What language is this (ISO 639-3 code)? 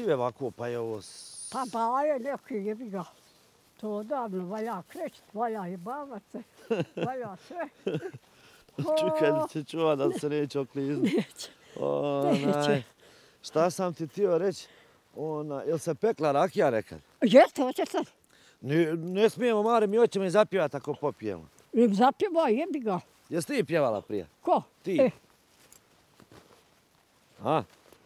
bos